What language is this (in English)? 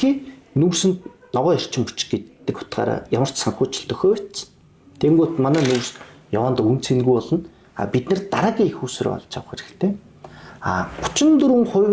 Mongolian